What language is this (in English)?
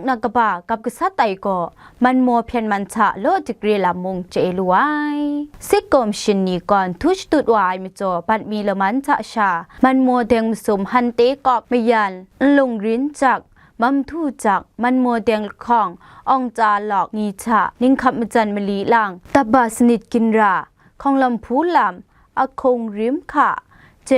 Kachin